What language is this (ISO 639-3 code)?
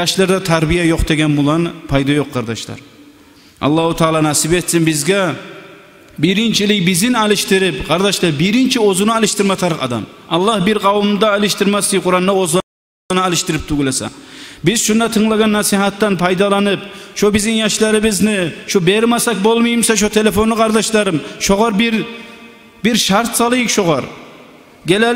kum